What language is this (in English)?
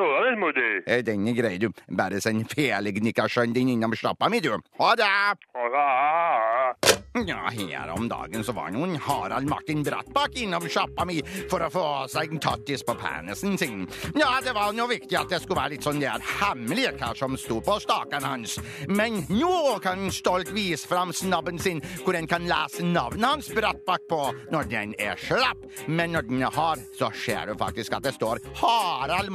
Norwegian